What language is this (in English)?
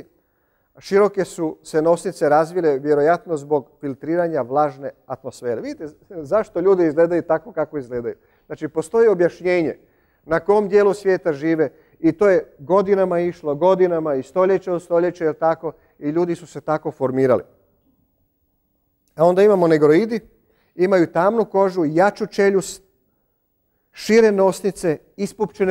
Croatian